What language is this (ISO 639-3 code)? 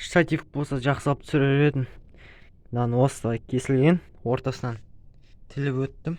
kaz